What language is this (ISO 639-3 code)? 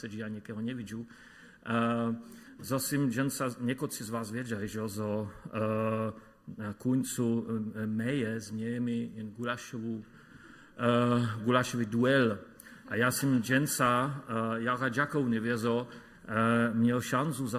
hsb